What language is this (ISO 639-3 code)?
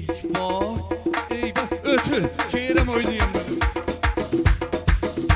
tur